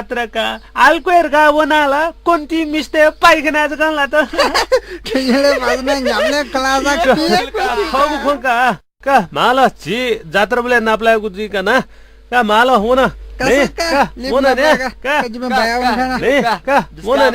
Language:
Newari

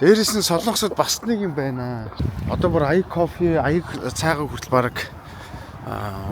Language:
Mongolian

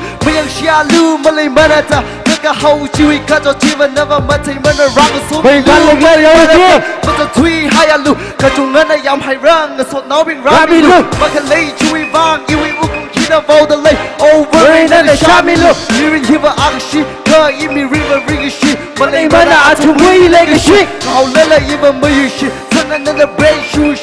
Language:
Tangkhul Naga (India)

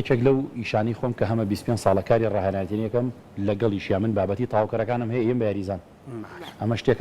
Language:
Central Kurdish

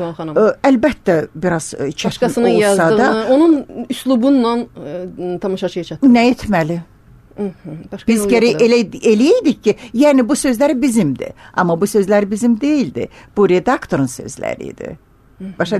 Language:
Azerbaijani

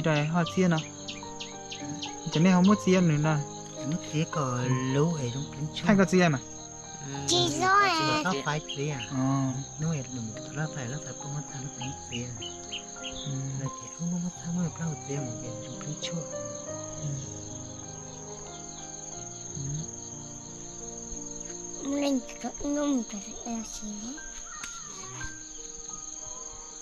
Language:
Vietnamese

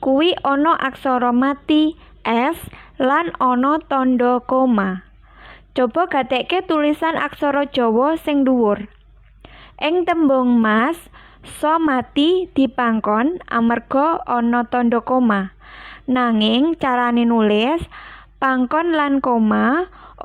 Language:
Javanese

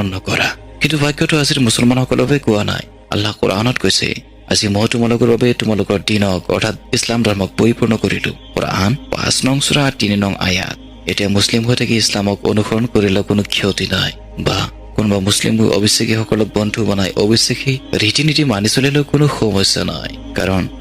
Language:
Assamese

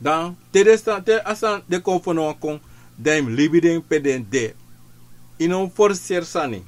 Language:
Sranan Tongo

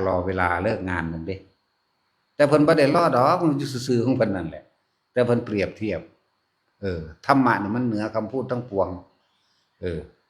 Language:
Northeastern Thai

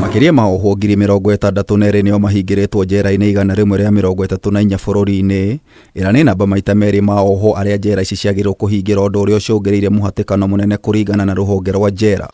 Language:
Kikuyu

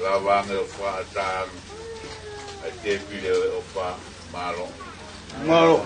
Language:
Tongan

